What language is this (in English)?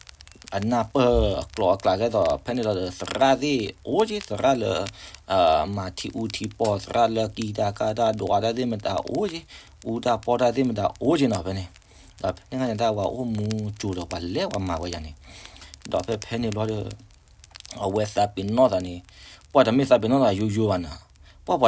S'gaw Karen